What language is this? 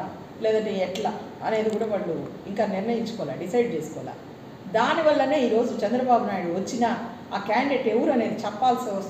Telugu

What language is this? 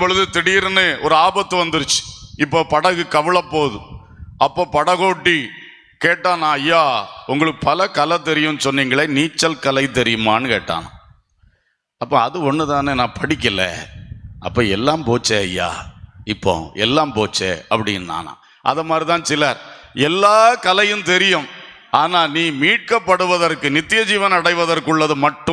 Tamil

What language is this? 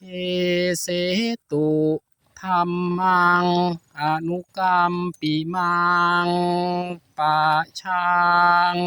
Pali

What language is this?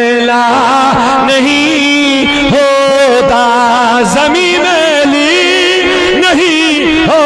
Kashmiri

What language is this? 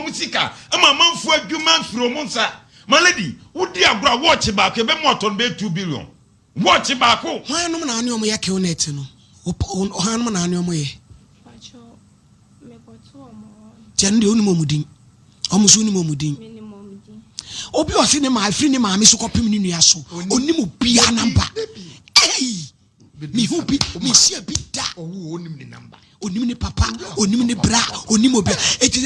Akan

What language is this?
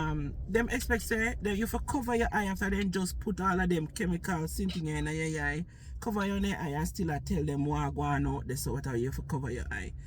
Jamaican Creole English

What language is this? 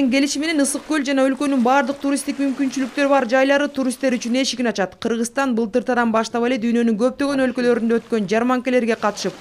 Kyrgyz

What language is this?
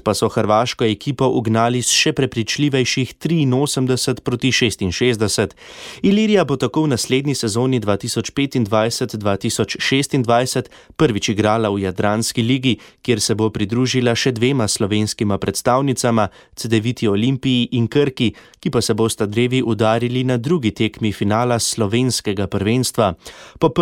Slovenian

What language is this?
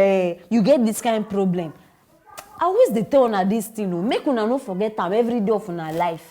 Nigerian Pidgin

